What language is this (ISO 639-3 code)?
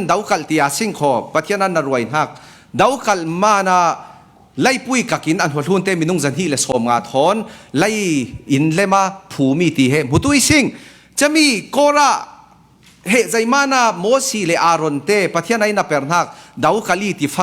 cfm